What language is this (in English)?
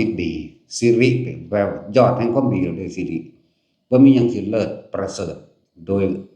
Northeastern Thai